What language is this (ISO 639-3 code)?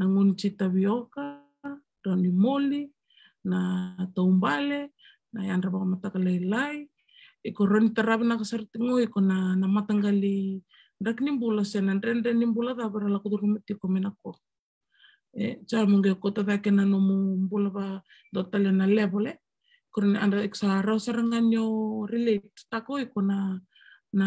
fij